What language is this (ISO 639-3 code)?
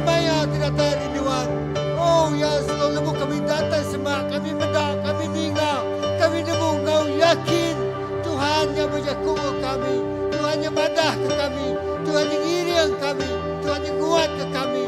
iba